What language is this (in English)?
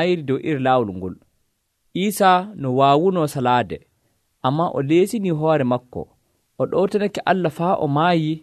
Nigerian Fulfulde